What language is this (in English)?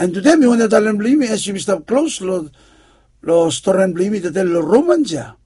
Bislama